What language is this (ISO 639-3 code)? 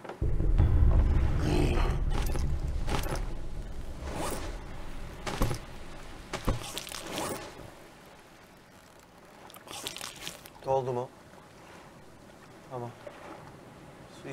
tur